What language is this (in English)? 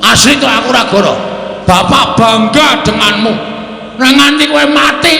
Javanese